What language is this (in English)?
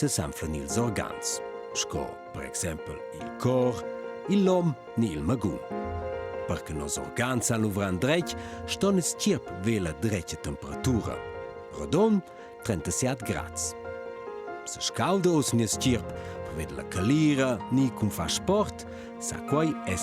Romansh